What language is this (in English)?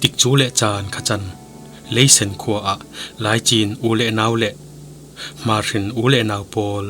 Falam Chin